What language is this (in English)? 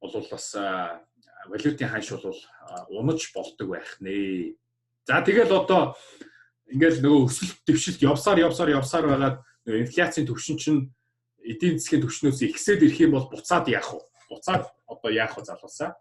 Mongolian